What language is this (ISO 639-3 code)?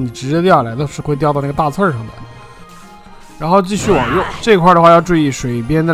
zho